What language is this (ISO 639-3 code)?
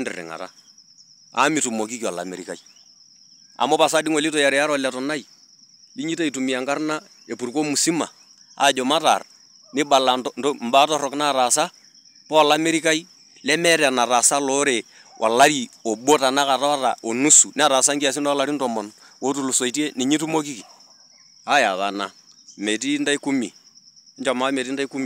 mas